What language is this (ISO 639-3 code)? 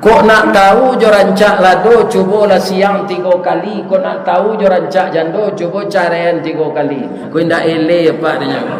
min